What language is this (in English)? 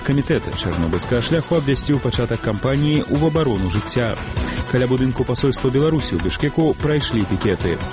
Belarusian